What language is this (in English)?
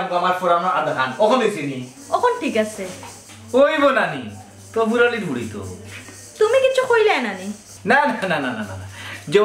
Sylheti